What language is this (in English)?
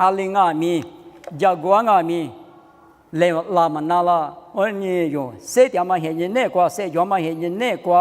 Lisu